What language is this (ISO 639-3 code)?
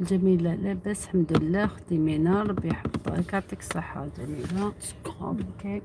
arq